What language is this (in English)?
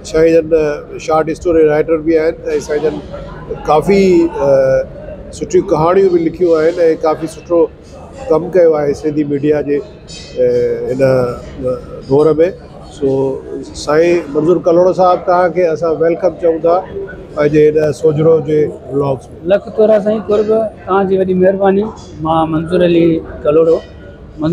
Sindhi